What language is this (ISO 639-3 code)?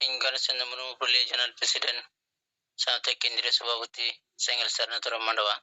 sat